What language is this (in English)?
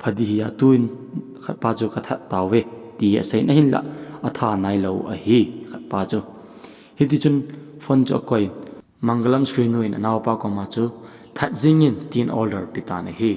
Thado Chin